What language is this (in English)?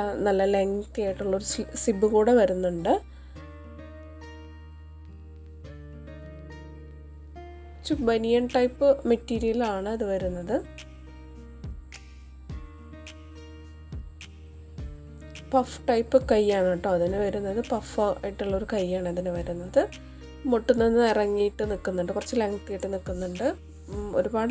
Malayalam